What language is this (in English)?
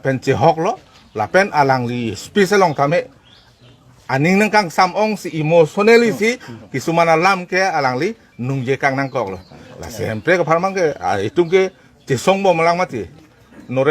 Karbi